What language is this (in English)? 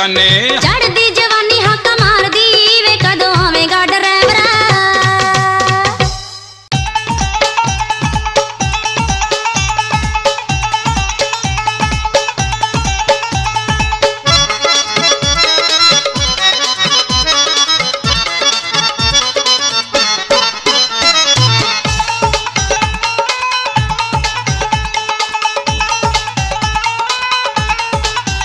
Punjabi